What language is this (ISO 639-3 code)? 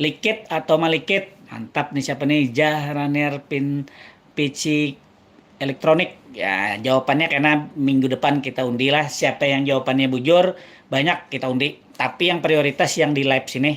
bjn